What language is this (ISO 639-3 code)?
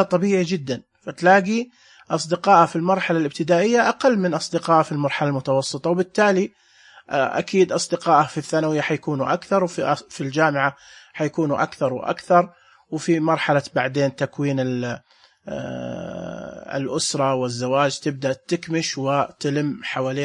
ars